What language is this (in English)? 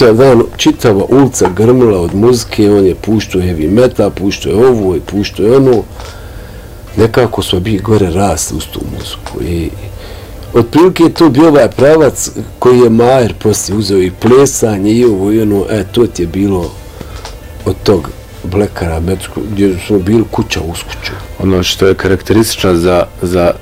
Bosnian